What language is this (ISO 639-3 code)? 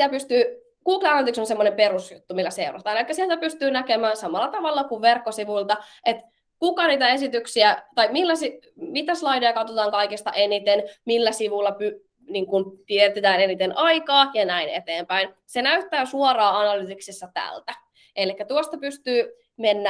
fin